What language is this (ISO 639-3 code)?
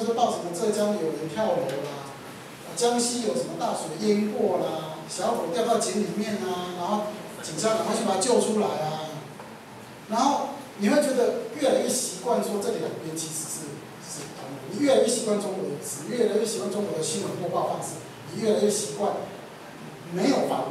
zho